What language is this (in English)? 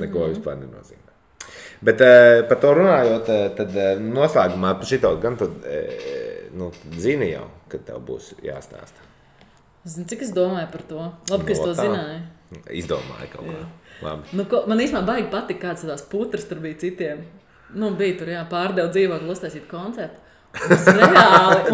Latvian